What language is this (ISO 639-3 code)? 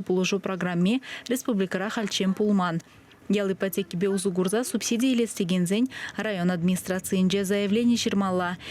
chv